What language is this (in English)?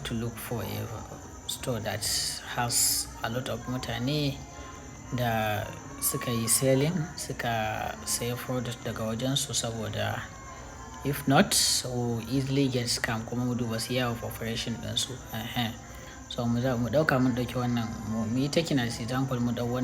Hausa